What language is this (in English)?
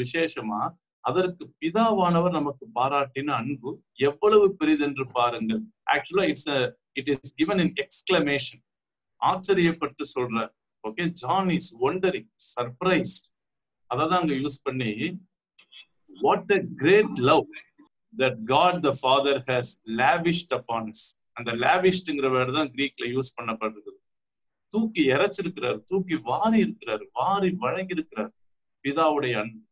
Tamil